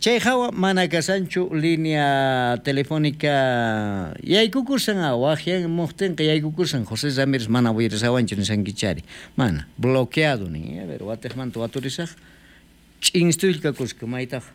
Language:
South Bolivian Quechua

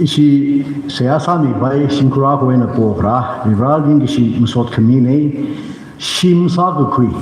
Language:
Tangkhul Naga (India)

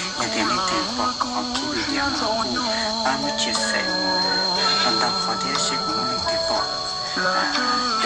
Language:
Hmong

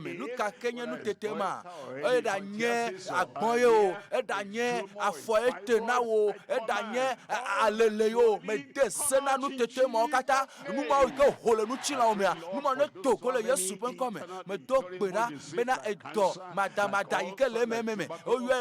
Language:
Ewe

